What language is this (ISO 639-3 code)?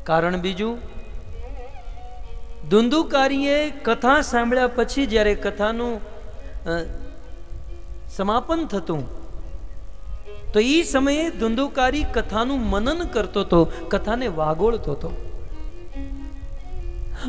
guj